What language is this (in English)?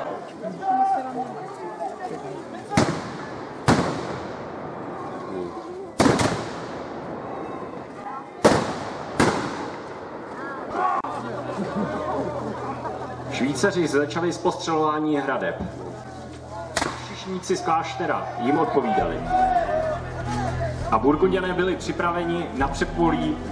Czech